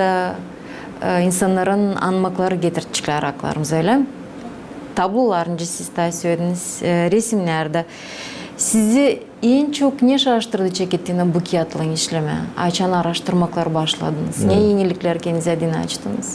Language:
Gagauz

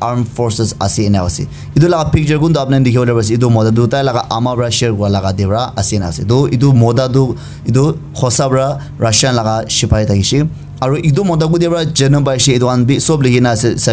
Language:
Naga Pidgin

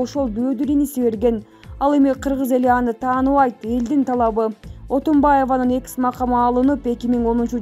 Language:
Kyrgyz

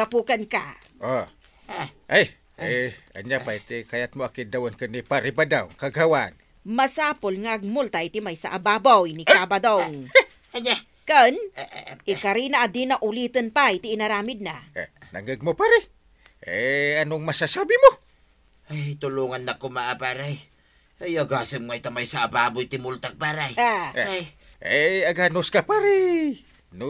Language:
Iloko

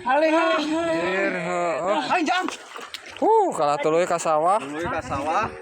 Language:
Sundanese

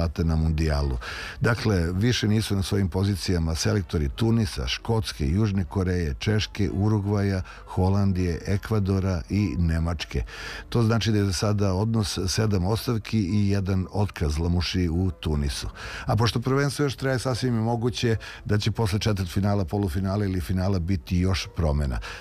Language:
Serbian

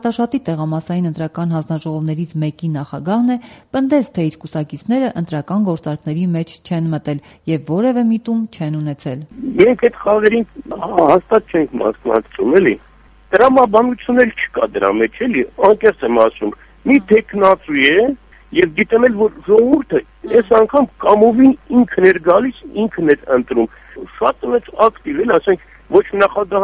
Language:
Armenian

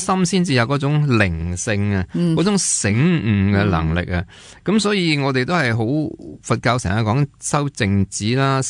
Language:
Cantonese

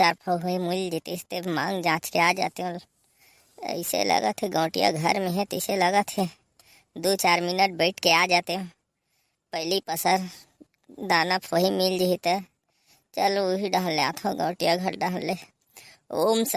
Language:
Chhattisgarhi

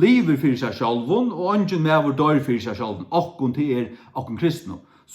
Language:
Faroese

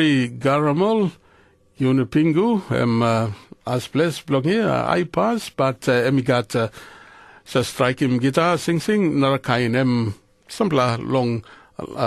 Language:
Tok Pisin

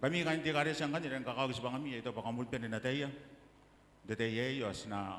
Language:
Gilbertese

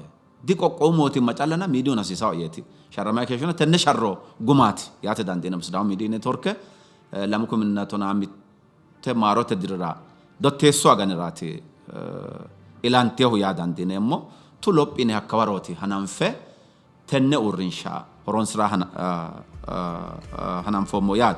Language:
Sidamo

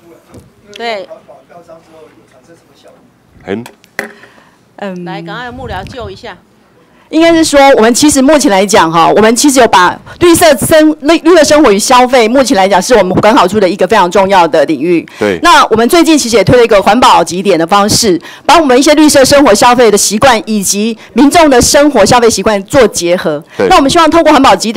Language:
Chinese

